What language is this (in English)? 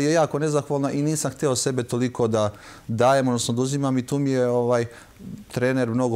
Serbian